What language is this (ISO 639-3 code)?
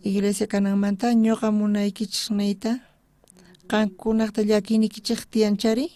quh